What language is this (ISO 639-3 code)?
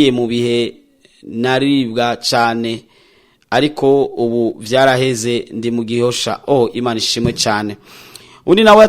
run